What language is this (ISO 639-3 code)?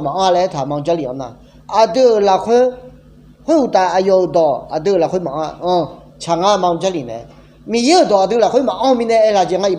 ahk